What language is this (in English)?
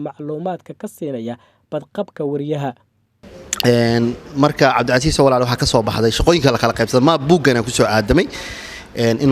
Somali